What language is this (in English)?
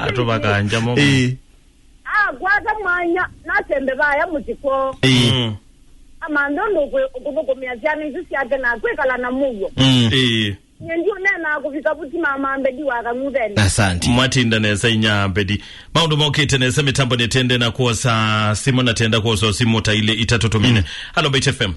Kamba